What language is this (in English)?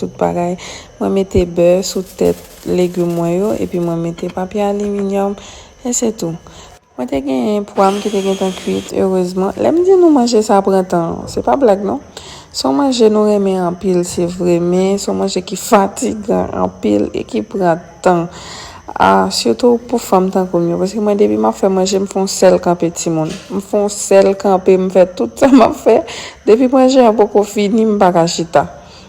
Haitian Creole